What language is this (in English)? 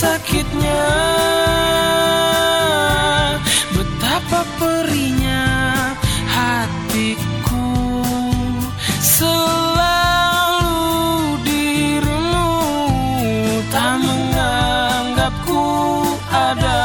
Indonesian